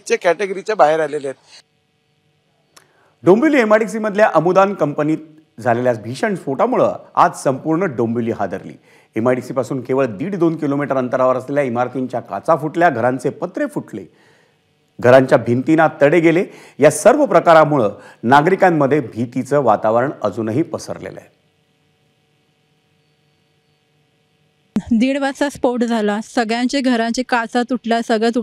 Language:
Marathi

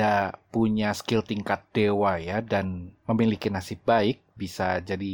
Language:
Indonesian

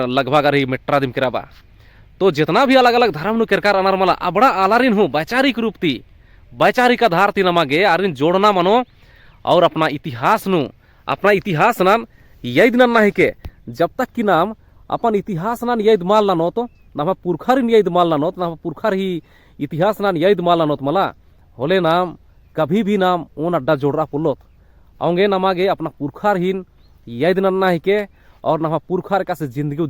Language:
Kurukh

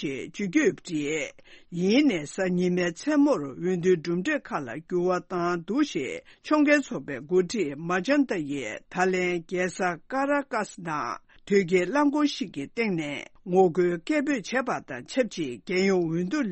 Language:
Tibetan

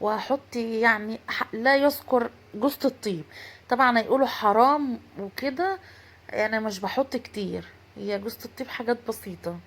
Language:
Egyptian Arabic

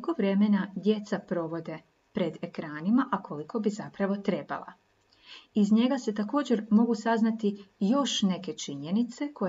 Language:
Croatian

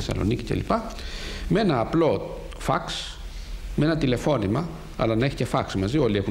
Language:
Greek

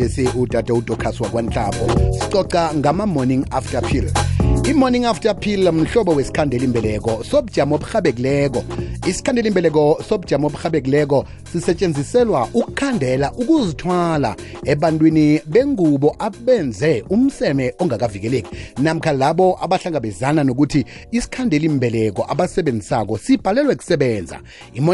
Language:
South Ndebele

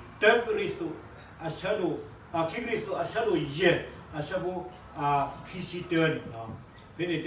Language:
S'gaw Karen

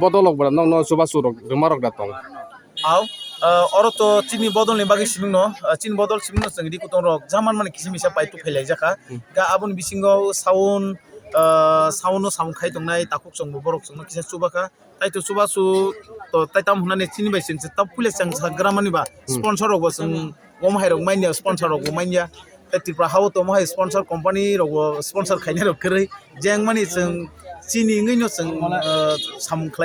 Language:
Kok Borok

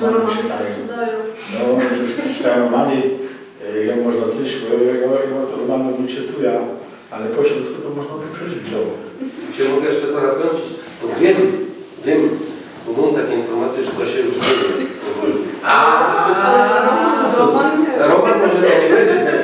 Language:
Silesian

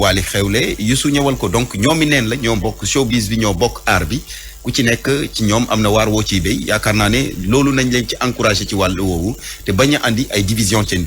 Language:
Wolof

